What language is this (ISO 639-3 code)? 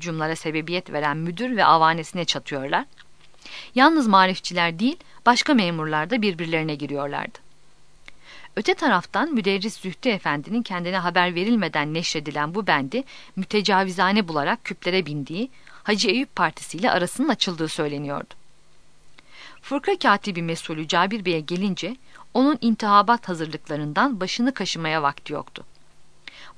tur